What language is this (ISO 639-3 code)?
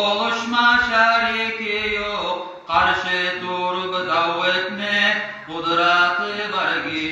kum